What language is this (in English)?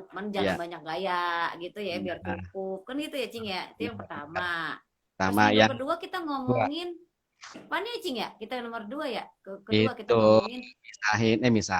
Betawi